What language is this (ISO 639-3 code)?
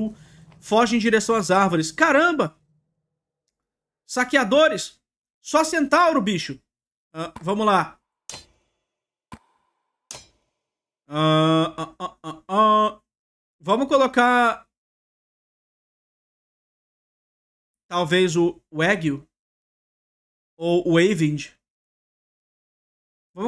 por